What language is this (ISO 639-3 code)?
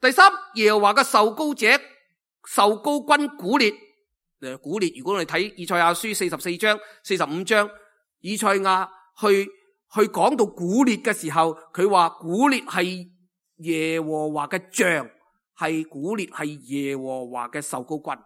yue